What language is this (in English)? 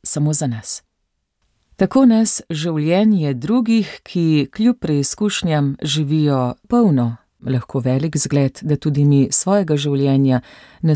Slovenian